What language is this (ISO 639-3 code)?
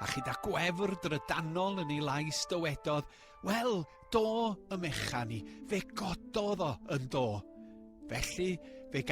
cym